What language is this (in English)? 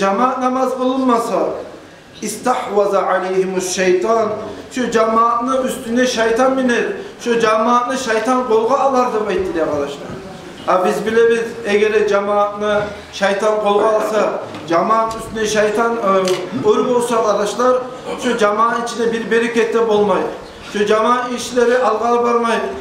Kumyk